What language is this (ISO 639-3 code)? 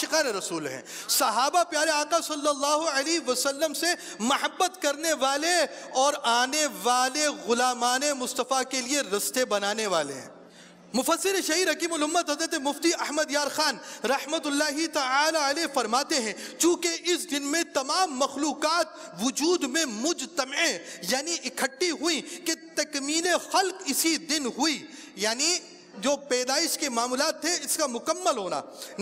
urd